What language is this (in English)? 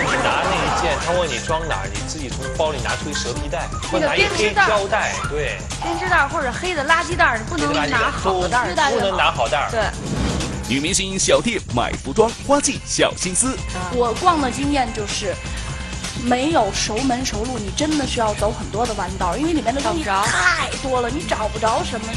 Chinese